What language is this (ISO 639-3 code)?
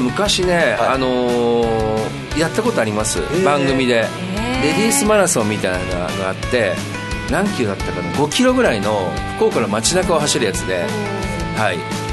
jpn